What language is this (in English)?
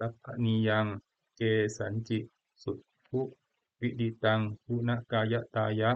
Pali